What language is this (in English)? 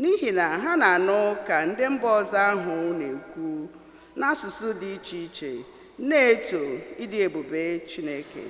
Igbo